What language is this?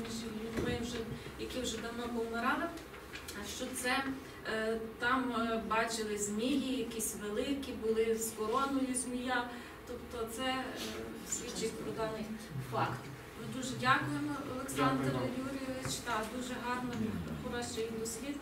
Ukrainian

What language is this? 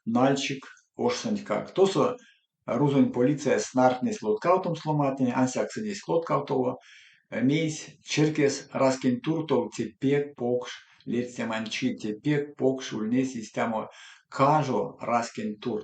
Erzya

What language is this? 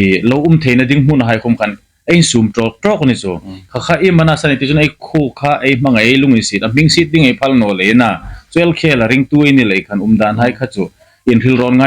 Hmar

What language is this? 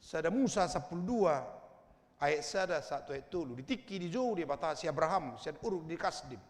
Batak Toba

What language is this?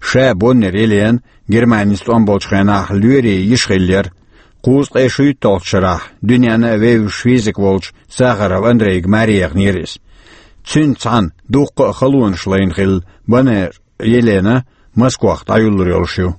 Chechen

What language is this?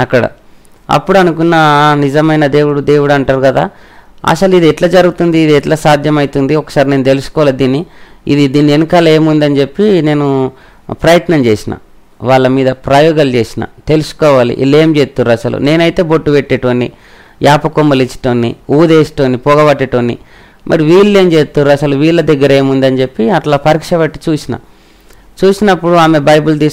Telugu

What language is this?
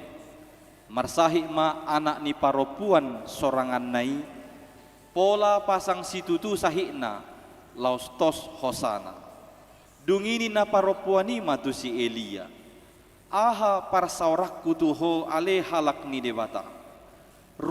Batak Toba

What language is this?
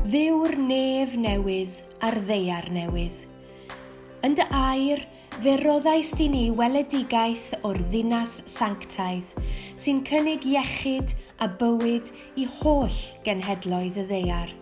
Welsh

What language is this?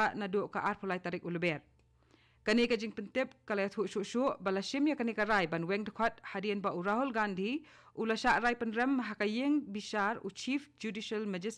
Khasi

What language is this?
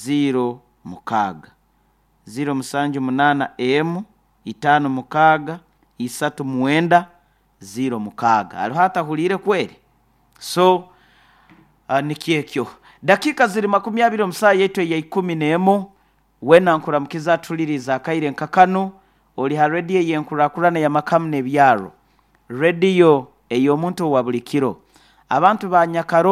Nyoro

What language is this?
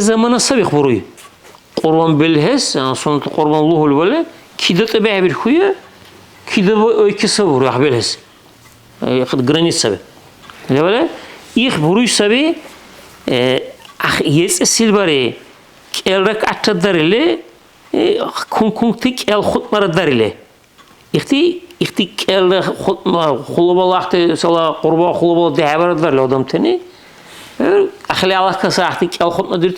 Dargwa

